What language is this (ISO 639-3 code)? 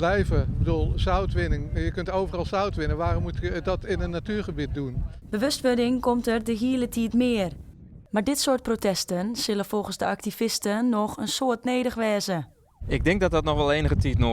fry